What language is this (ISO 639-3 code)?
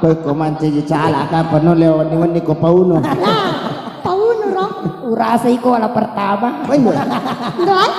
bug